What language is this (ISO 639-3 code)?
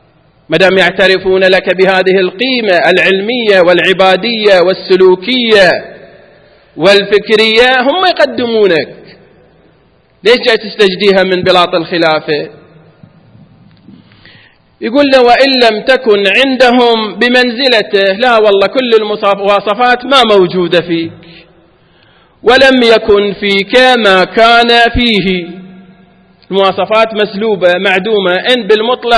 ara